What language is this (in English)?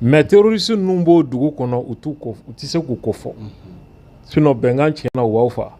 Bambara